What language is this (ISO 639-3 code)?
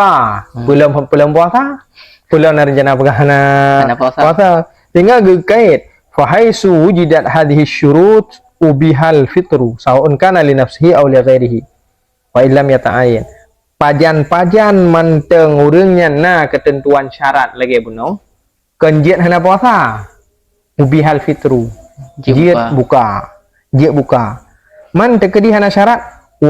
ace